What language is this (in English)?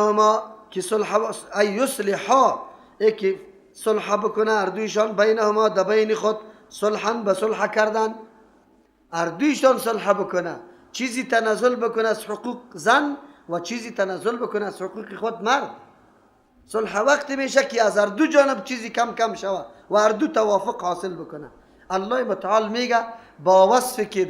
Persian